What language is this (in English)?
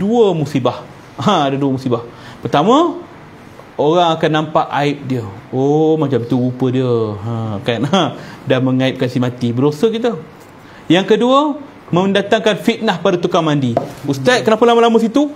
Malay